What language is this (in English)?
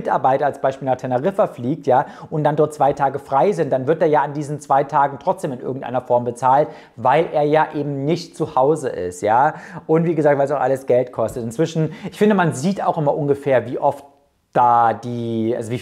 German